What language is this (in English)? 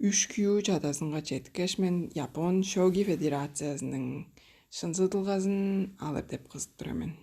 Tuvinian